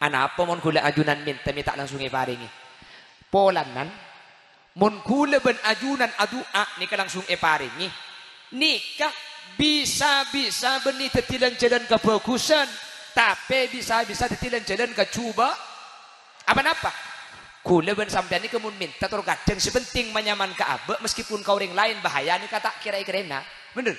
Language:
Madurese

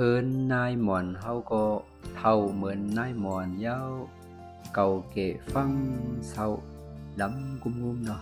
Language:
Shan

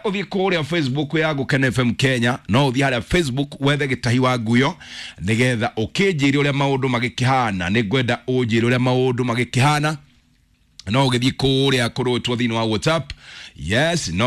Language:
Kikuyu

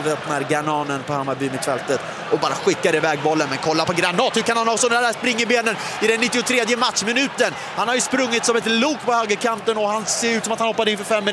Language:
Swedish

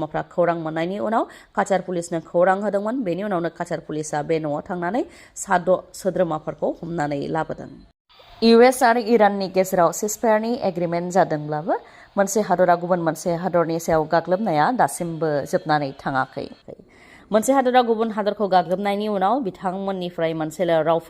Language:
Bodo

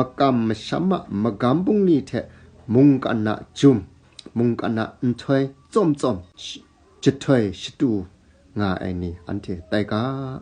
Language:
Kachin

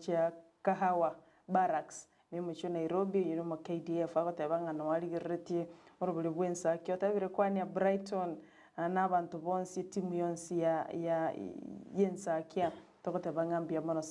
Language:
Gusii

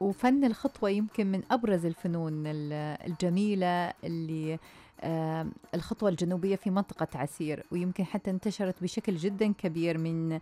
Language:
Najdi Arabic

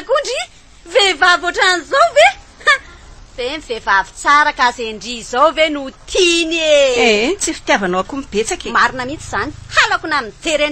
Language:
Malagasy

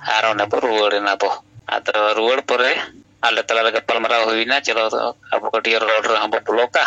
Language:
Santali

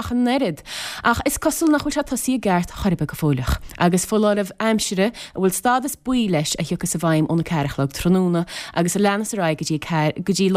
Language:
Irish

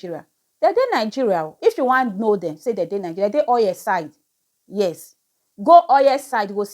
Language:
Nigerian Pidgin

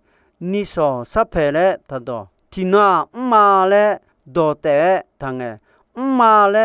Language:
Akha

